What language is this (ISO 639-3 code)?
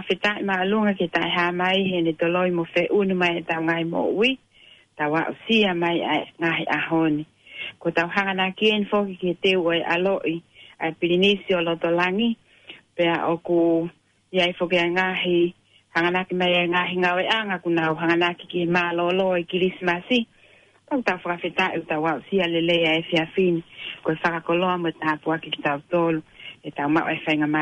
ton